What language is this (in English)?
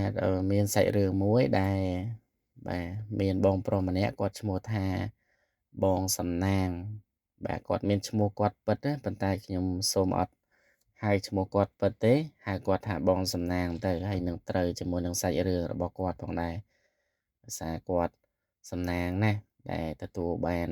Khmer